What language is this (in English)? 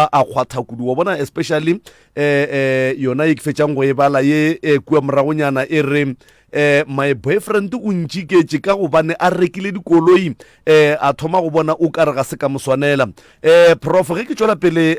Northern Sotho